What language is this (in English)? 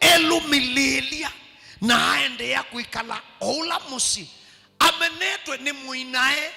Kamba